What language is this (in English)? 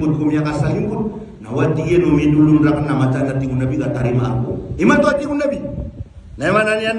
Maranao